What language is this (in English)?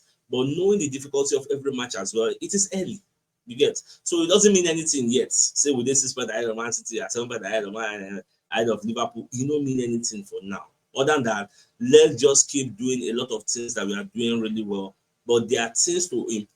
Nigerian Pidgin